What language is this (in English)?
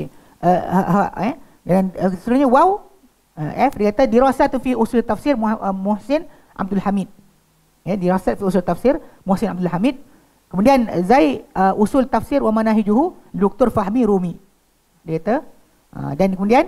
Malay